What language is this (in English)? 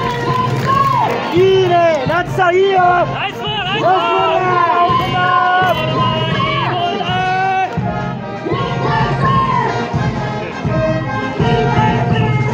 Japanese